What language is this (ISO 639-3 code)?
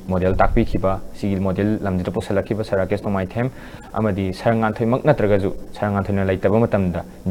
mni